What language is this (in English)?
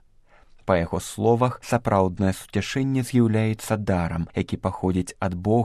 Belarusian